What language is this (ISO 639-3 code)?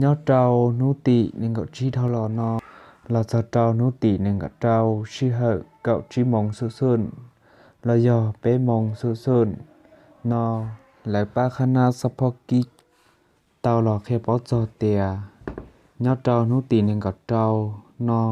hmn